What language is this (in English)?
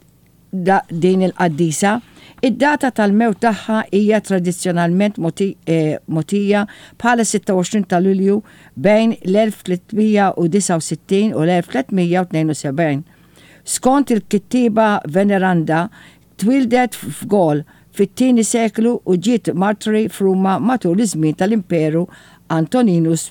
Maltese